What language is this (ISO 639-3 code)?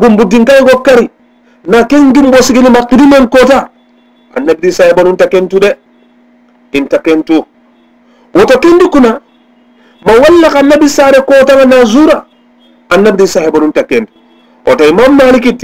snk